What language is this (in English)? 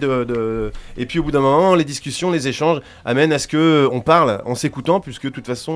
French